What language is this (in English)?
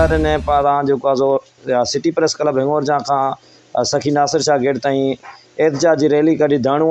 Sindhi